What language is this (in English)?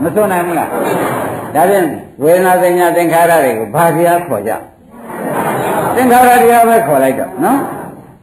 Burmese